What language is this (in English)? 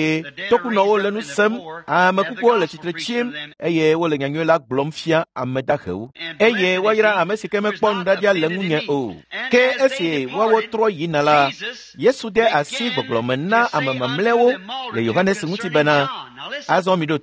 Ewe